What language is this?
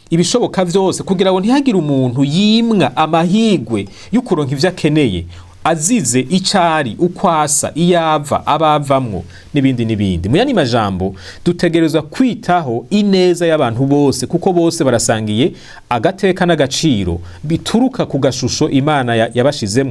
Rundi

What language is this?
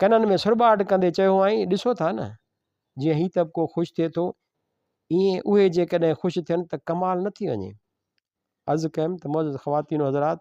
Sindhi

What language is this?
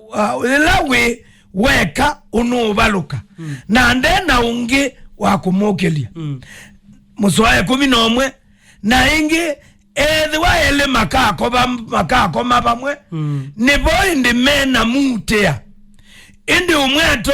Kamba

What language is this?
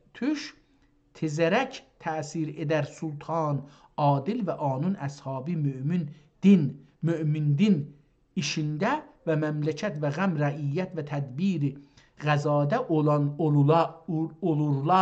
South Azerbaijani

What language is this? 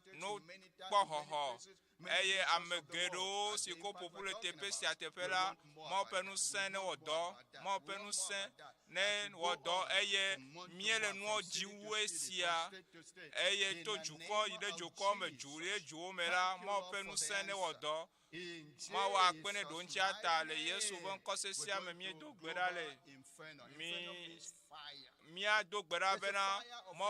Ewe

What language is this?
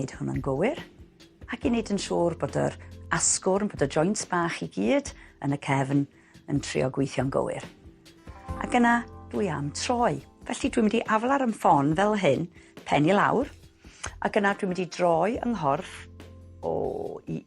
Welsh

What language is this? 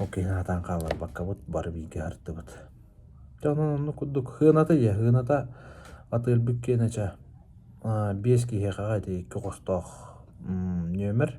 Yakut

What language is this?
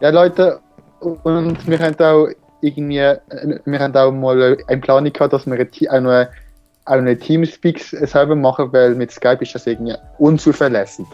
Swiss German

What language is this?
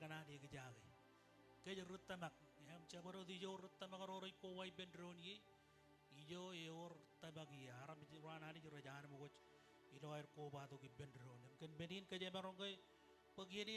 Marshallese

